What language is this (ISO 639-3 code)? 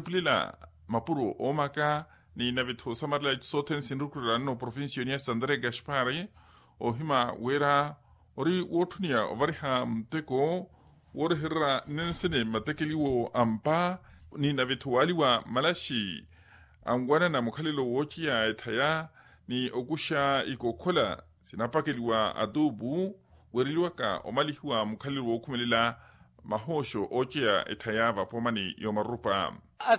vmw